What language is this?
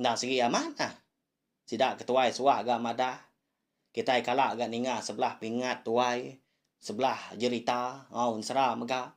Iban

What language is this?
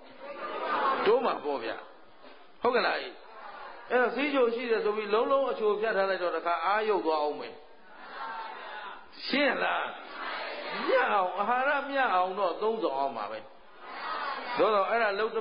Burmese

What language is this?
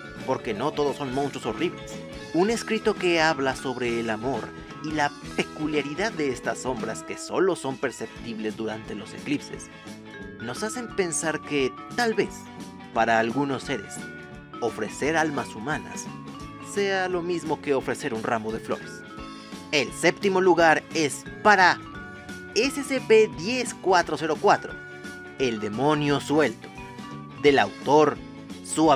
Spanish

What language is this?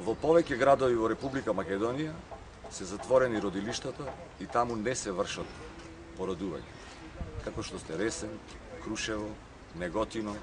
Macedonian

